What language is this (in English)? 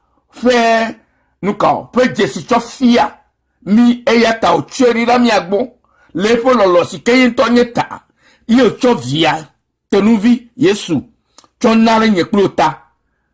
Ewe